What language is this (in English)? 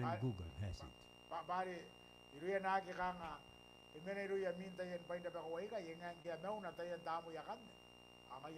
Gilbertese